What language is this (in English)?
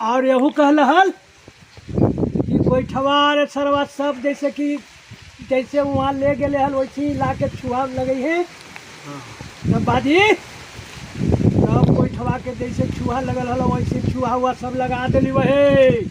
Magahi